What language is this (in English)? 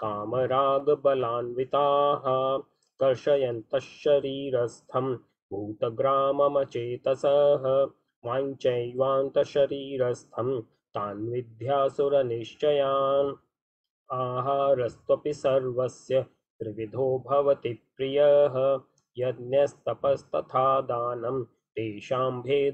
Sanskrit